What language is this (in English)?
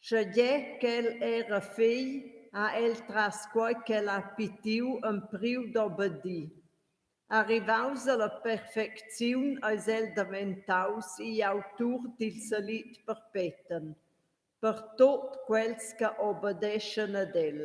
Romansh